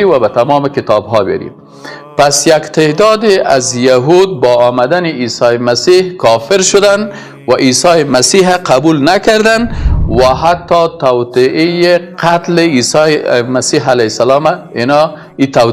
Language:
Persian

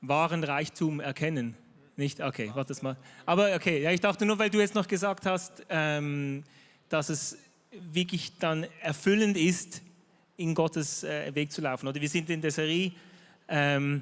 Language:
Swiss German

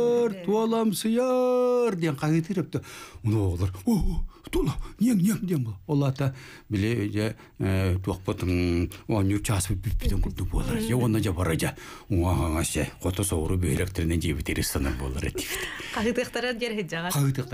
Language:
Yakut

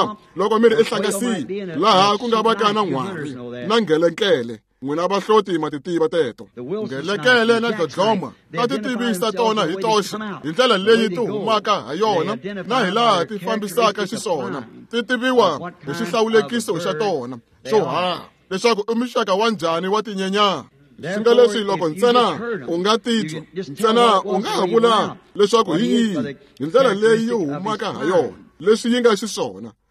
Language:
Tsonga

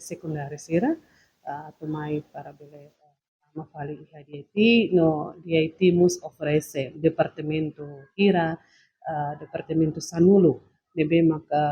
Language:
Tetum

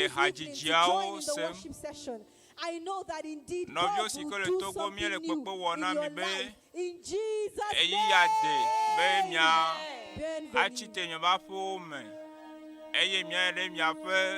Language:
Ewe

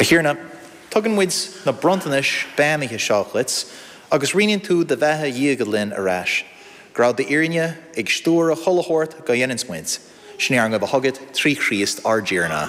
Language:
Irish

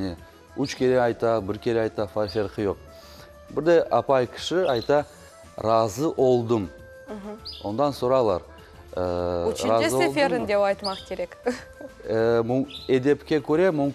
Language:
Crimean Tatar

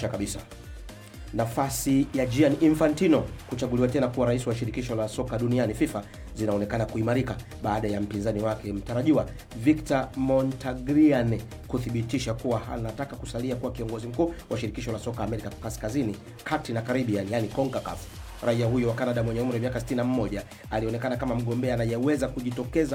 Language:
Swahili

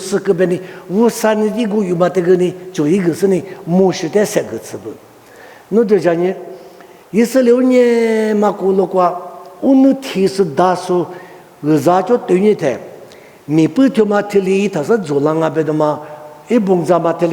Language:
Lisu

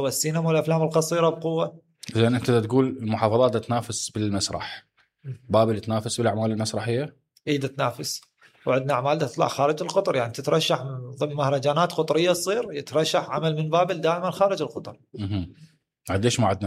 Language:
Mesopotamian Arabic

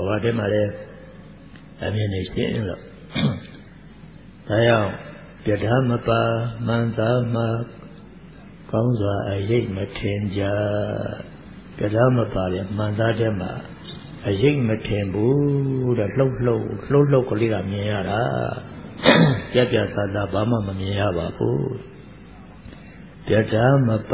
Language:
Burmese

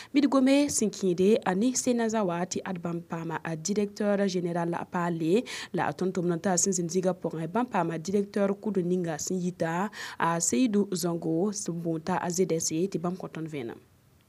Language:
Mossi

